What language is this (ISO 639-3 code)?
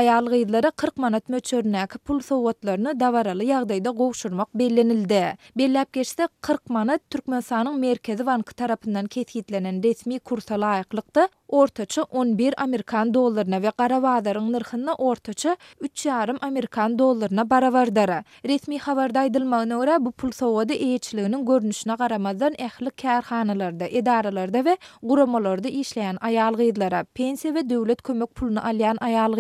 tuk